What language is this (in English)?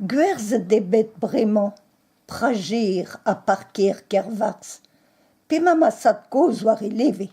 Breton